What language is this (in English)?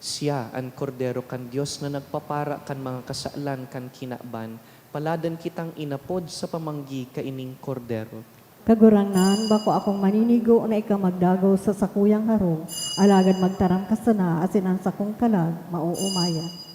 Bikol